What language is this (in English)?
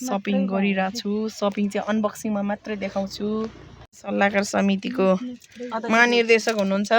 Nepali